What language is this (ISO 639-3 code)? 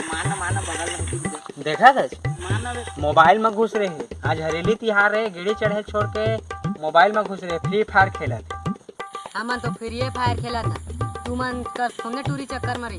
hne